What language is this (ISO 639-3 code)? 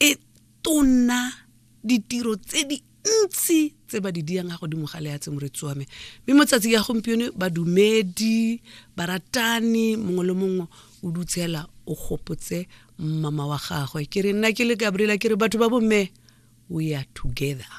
tsn